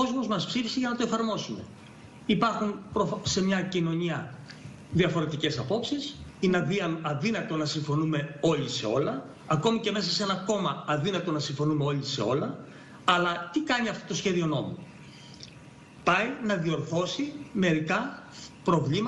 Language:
Greek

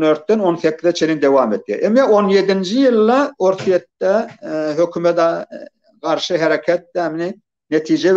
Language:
Turkmen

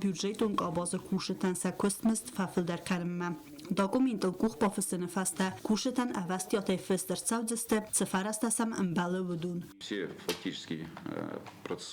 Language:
Ossetic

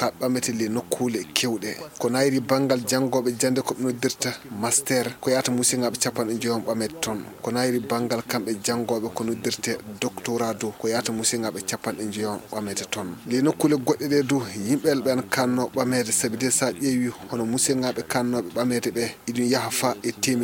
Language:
Fula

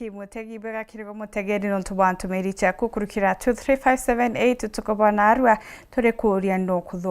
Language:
Meru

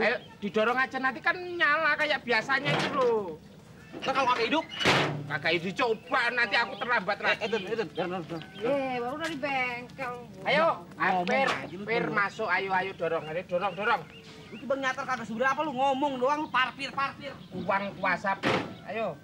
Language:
Betawi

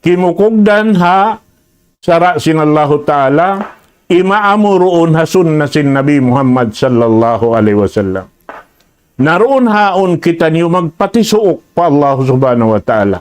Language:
Tausug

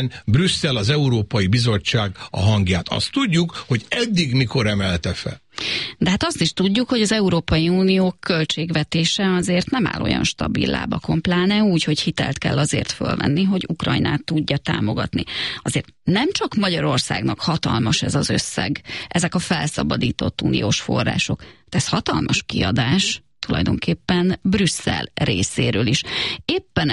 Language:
Hungarian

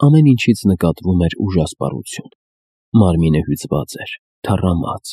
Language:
Armenian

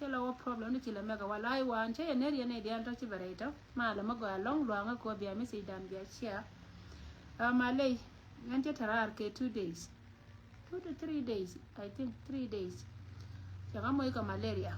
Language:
Nuer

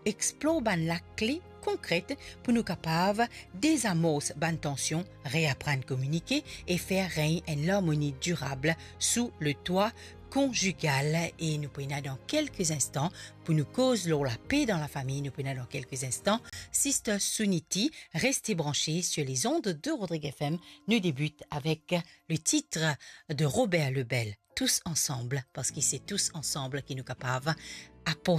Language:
Morisyen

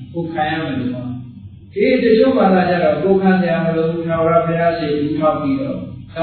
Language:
Burmese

